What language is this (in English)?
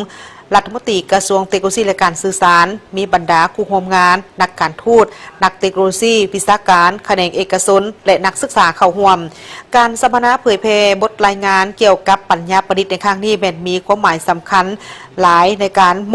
Lao